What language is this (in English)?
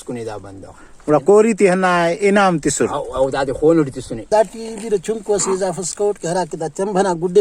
Brahui